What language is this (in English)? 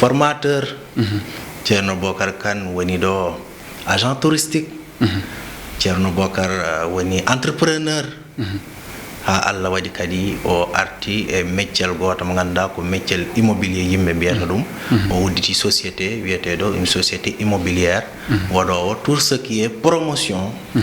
Fula